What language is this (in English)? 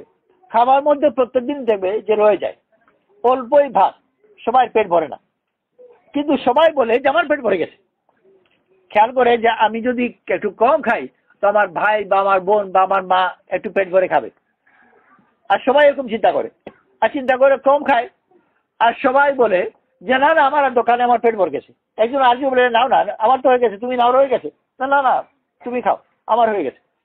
Bangla